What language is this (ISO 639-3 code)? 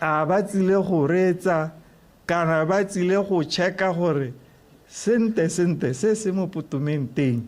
tsn